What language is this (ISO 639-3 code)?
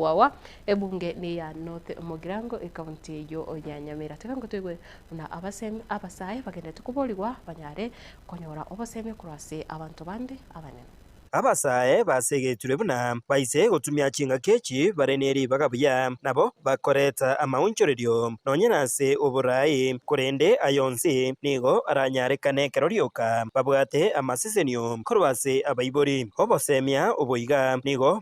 guz